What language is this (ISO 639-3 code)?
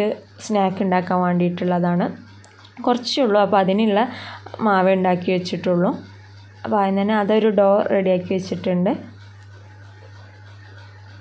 mal